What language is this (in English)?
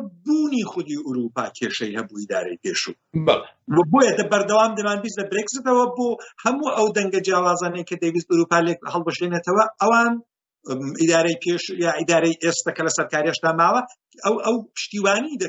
Central Kurdish